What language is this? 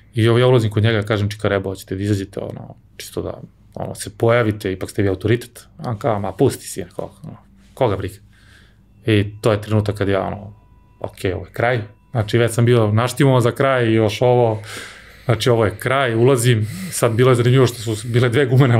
Serbian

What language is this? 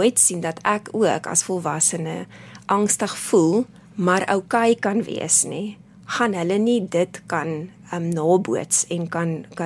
Afrikaans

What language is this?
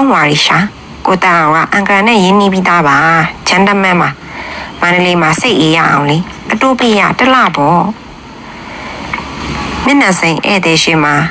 Burmese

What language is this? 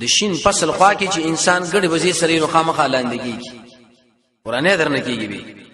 Pashto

